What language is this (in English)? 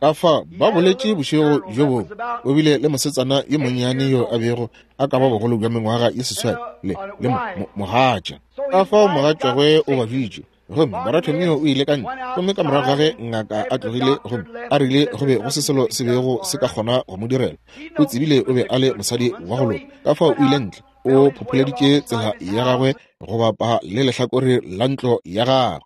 Northern Sotho